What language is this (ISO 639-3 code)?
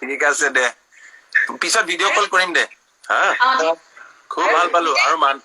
asm